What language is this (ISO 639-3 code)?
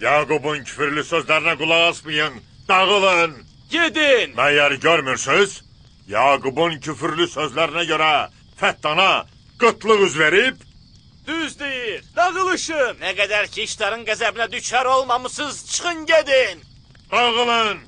aze